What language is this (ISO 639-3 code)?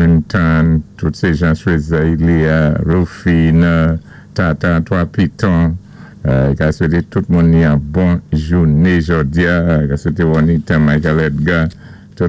acf